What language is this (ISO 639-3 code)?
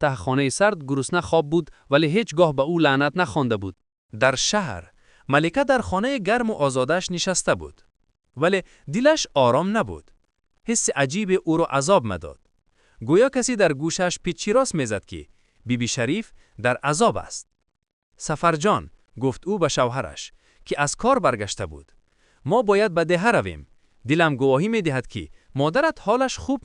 tgk